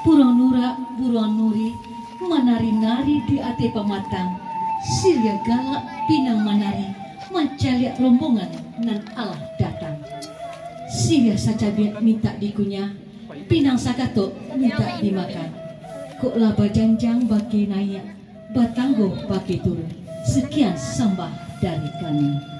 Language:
Minangkabau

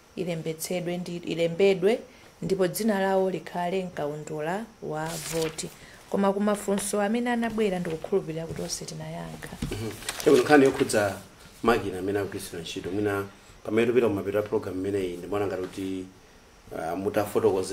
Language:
Nyanja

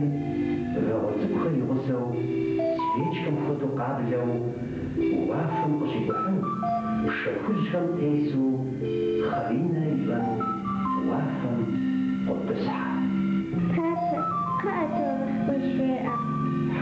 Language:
Kabardian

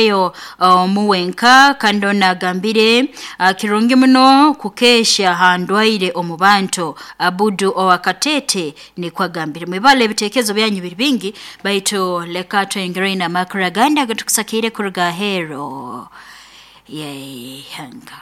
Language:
Nyoro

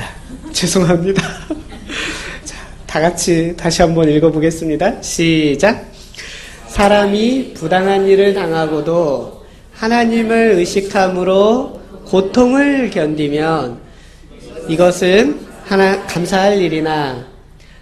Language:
Korean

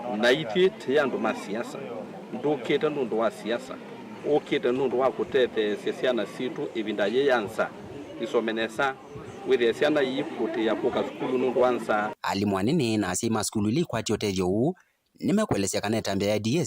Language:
Kamba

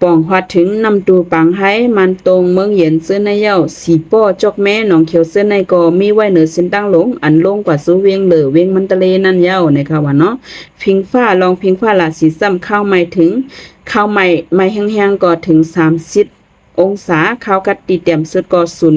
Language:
Shan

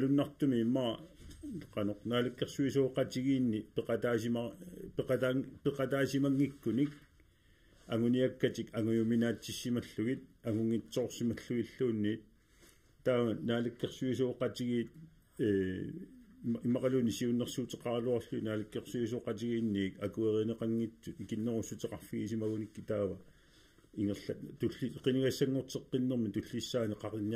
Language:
Kalaallisut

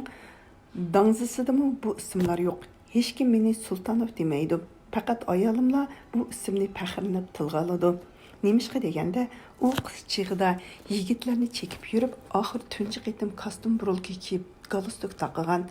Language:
Uyghur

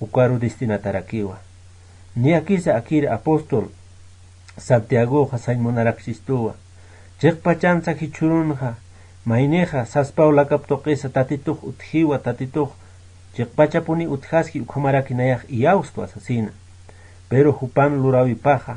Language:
Aymara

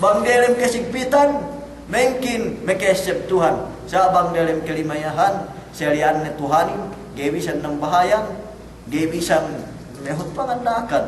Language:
Yakan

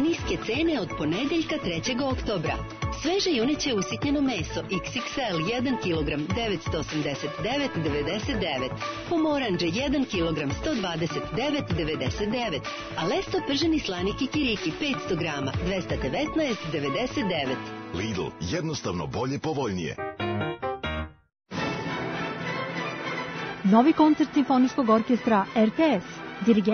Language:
Serbian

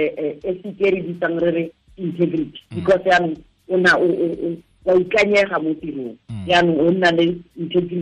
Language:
Tswana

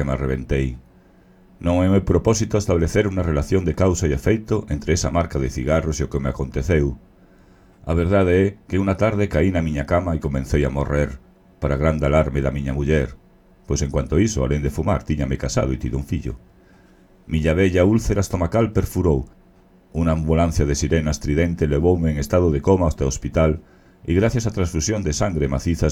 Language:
Galician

